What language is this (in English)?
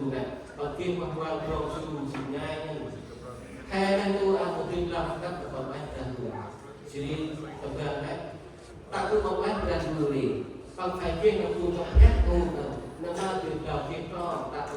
Central Mnong